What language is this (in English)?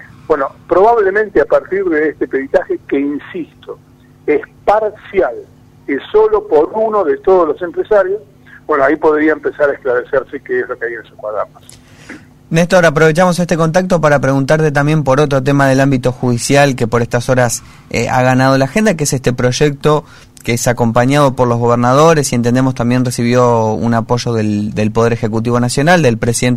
Spanish